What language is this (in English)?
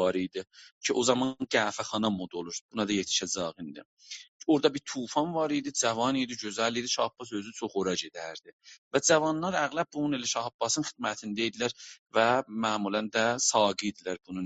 South Azerbaijani